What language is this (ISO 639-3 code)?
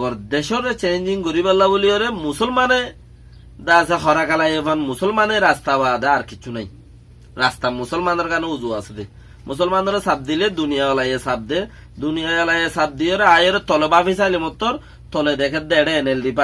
rhg